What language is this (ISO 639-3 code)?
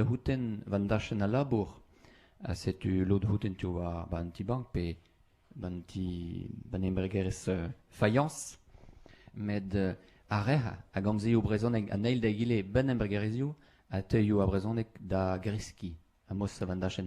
bre